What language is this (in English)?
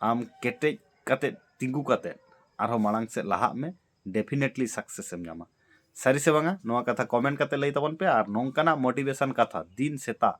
Santali